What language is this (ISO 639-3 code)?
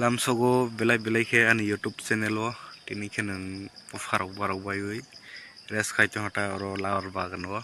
trp